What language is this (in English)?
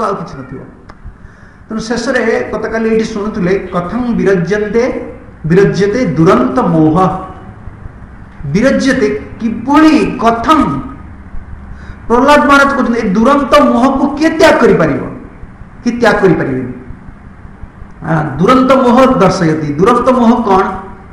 Odia